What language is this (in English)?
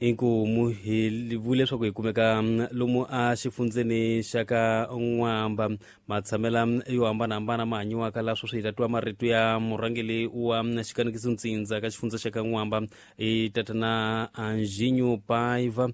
Tsonga